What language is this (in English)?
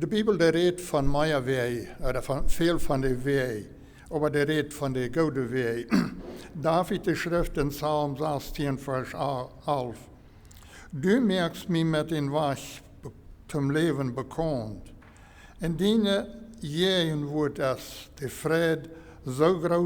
Plautdietsch